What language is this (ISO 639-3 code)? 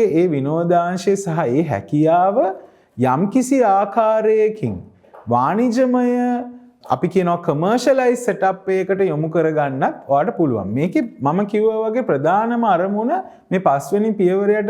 sin